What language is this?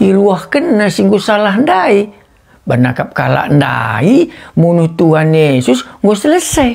Batak Karo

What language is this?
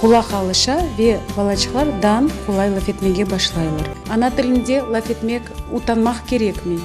Crimean Tatar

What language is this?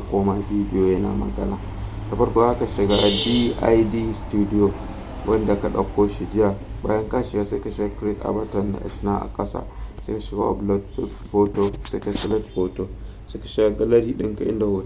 Hausa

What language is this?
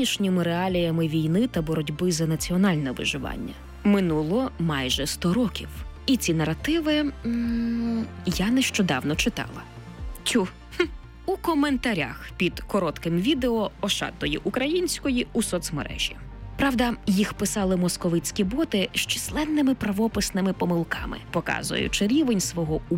Ukrainian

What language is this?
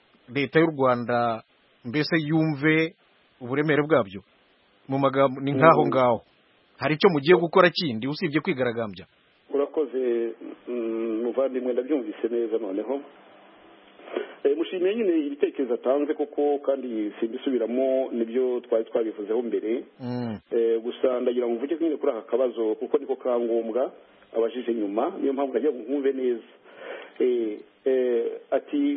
Kinyarwanda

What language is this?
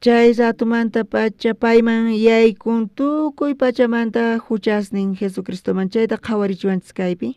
South Bolivian Quechua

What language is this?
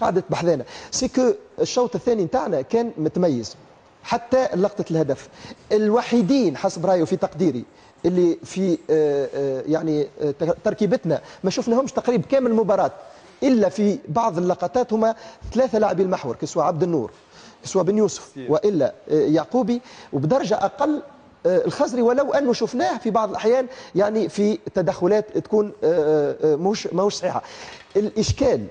Tunisian Arabic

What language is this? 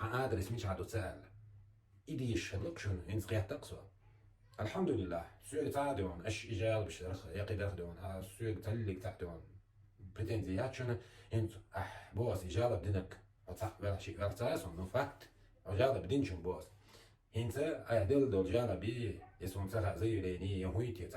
Chechen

